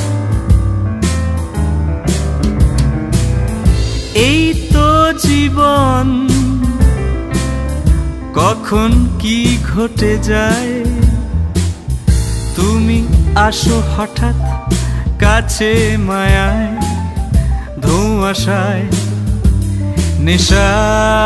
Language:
Bangla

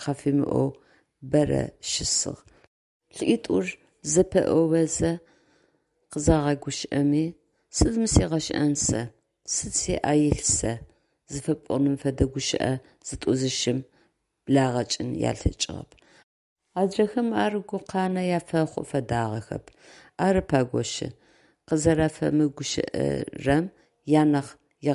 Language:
Adyghe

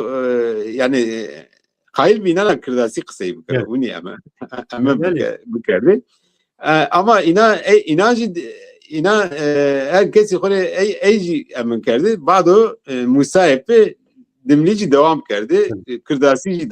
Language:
Zaza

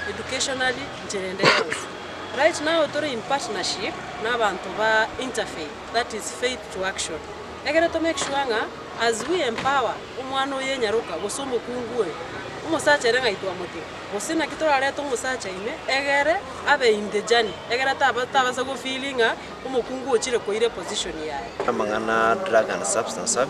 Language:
Gusii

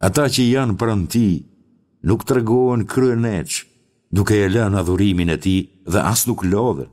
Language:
Albanian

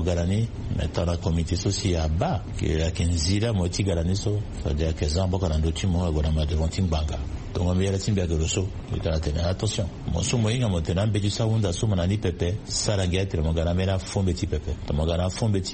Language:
Sango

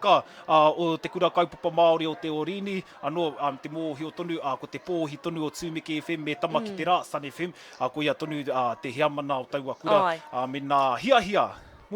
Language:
Māori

